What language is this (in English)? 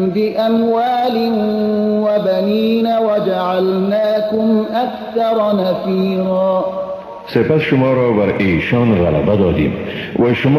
Persian